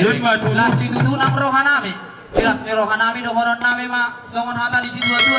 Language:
Batak Toba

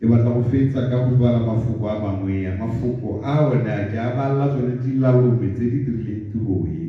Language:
Tswana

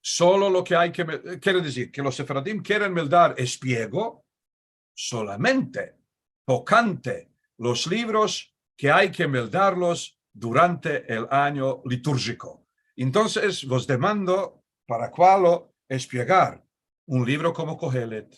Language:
Ladino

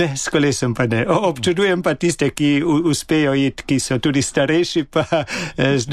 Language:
Slovenian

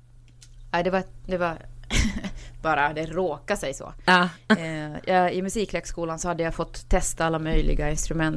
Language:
Swedish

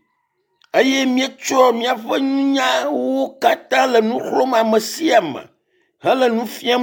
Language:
Ewe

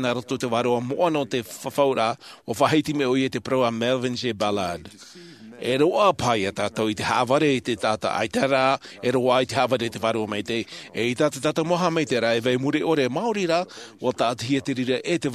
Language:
Tahitian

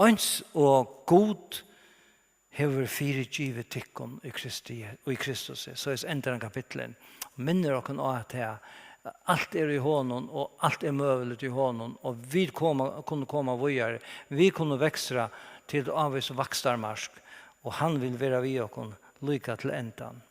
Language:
Faroese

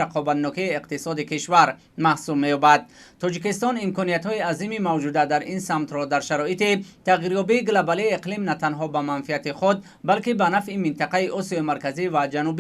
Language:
Tajik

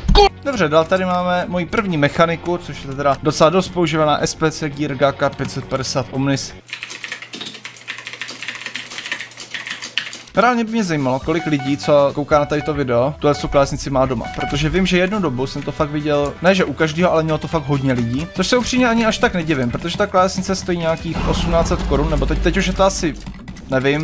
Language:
Czech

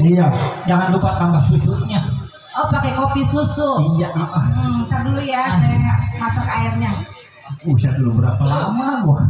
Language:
Betawi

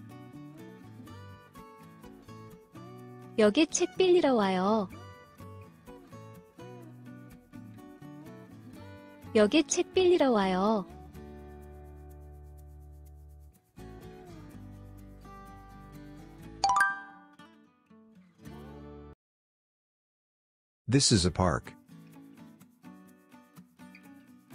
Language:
Korean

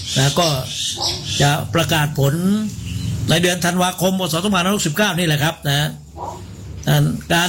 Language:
Thai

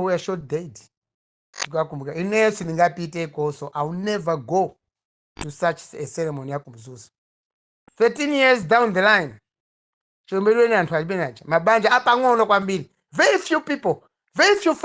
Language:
Nyanja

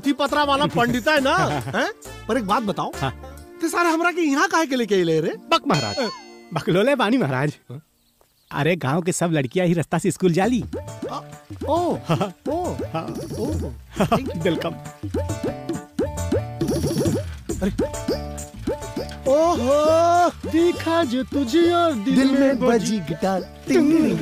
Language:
Bhojpuri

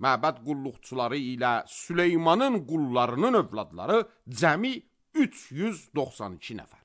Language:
Azerbaijani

